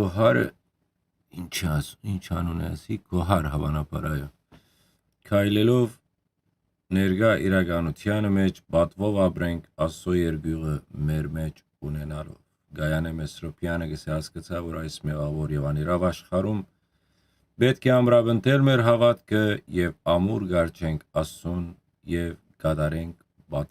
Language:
Western Armenian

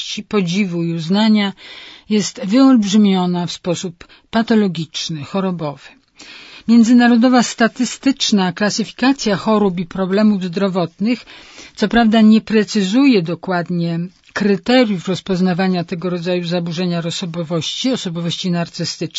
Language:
Polish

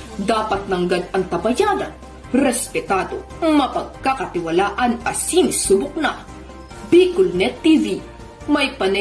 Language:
Bikol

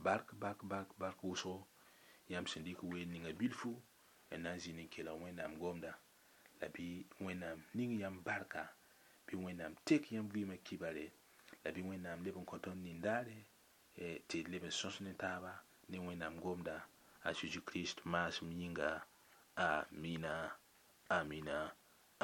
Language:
Mossi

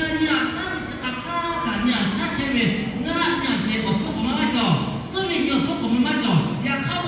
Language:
Lahu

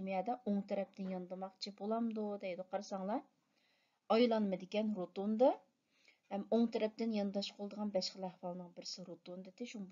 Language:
Uyghur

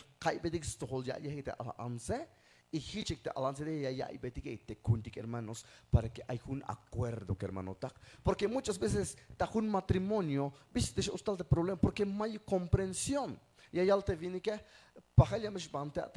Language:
Tzeltal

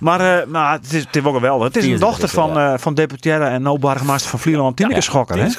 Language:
Western Frisian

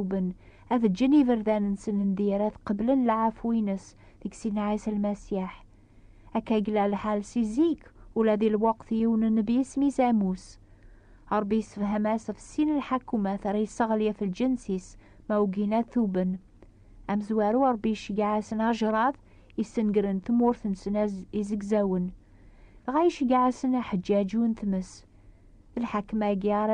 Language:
Kabyle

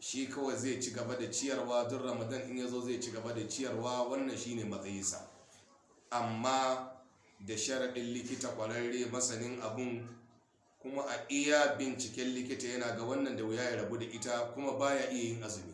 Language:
Hausa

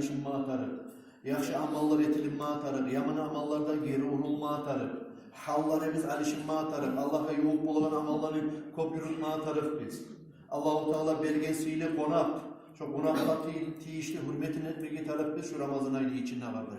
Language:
Kumyk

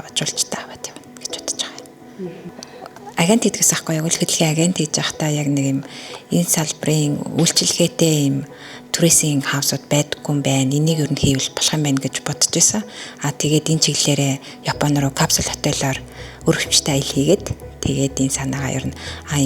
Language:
Mongolian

